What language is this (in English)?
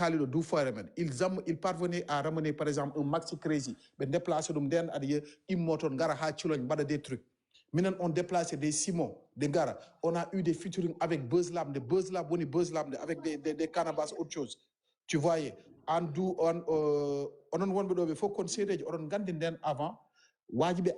Fula